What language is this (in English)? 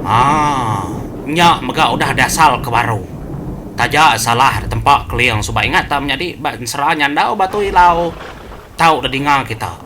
Iban